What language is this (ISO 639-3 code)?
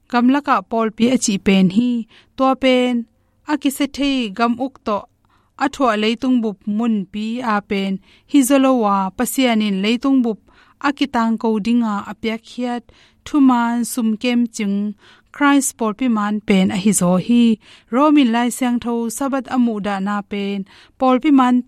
ctd